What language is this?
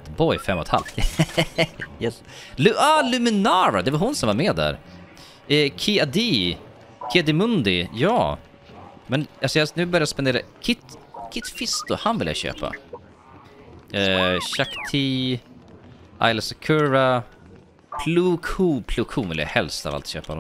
Swedish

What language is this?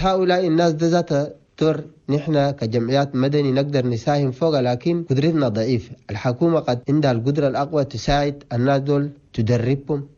Chadian Arabic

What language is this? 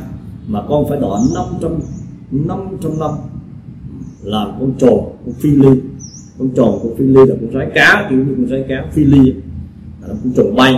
Vietnamese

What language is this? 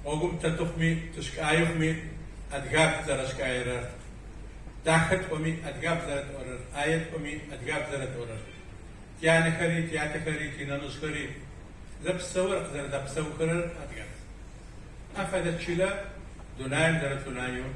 Adyghe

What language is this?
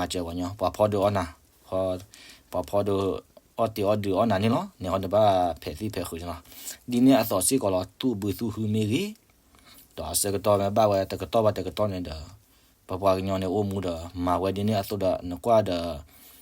S'gaw Karen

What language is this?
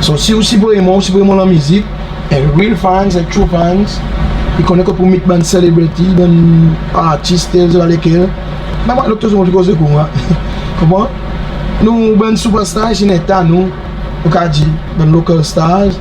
Seselwa Creole French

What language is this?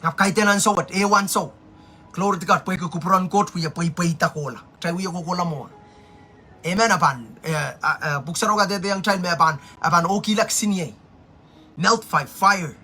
Pohnpeian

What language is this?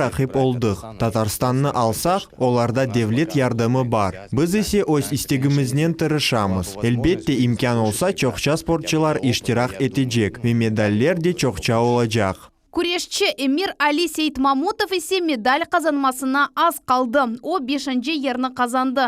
Crimean Tatar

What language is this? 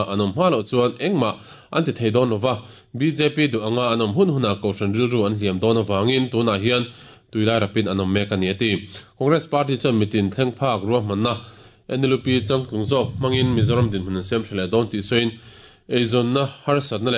Mizo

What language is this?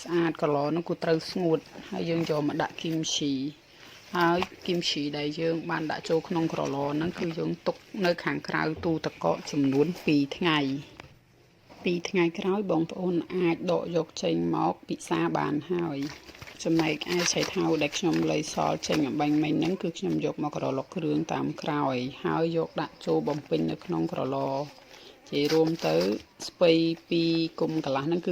Khmer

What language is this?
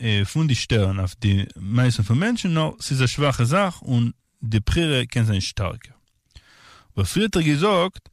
Yiddish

